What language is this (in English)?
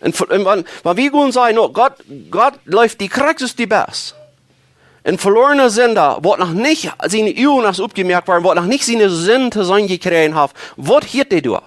Plautdietsch